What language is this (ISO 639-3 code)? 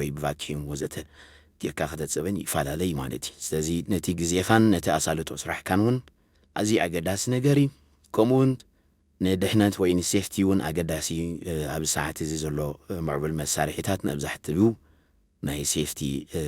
tir